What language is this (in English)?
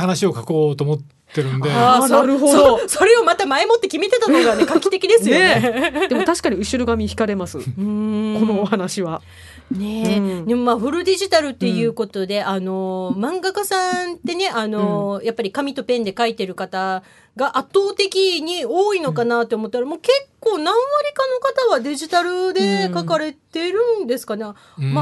Japanese